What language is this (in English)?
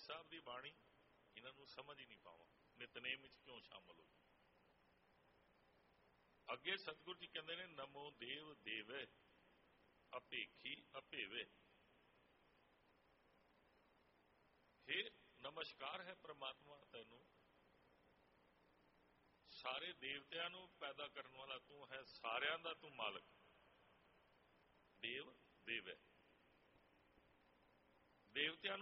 Punjabi